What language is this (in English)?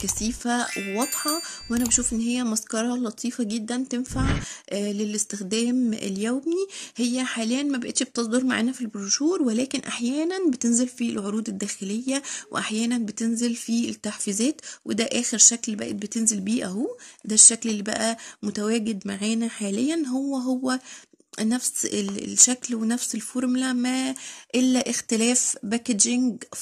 Egyptian Arabic